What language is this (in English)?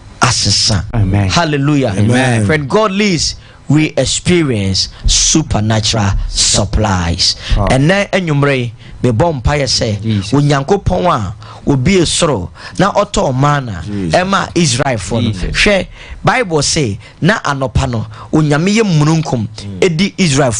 Akan